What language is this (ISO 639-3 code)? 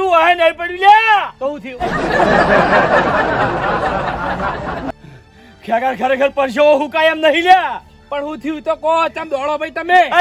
guj